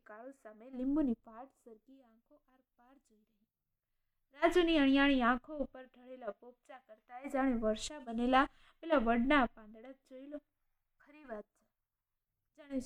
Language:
Gujarati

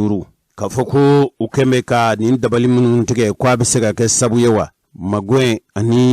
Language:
Bambara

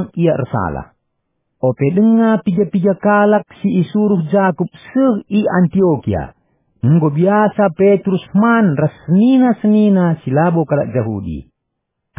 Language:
Batak Karo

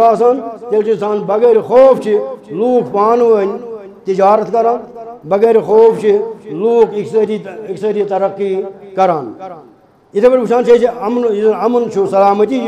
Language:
Kashmiri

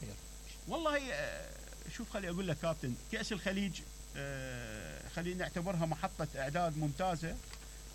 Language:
Mesopotamian Arabic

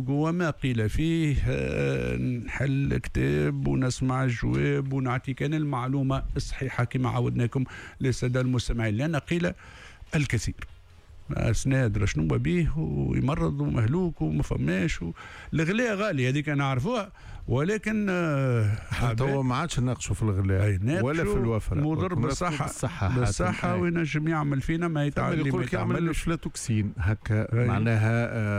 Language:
Tunisian Arabic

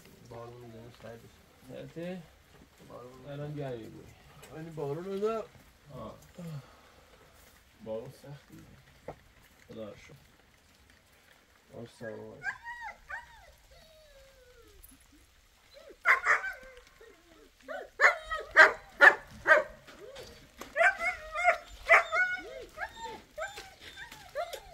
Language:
Persian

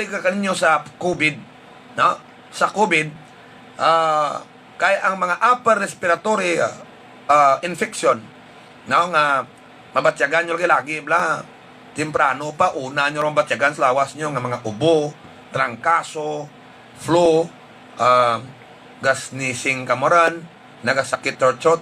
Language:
Hiligaynon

